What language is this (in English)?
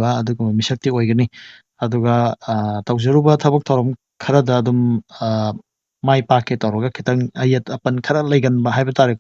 Manipuri